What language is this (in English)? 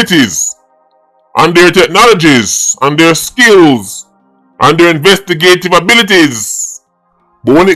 Jamaican Creole English